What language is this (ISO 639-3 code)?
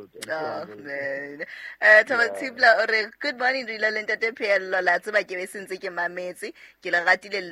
sot